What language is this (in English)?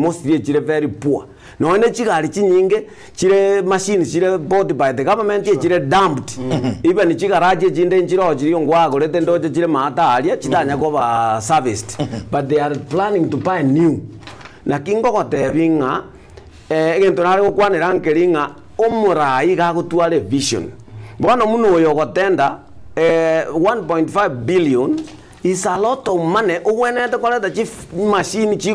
Gusii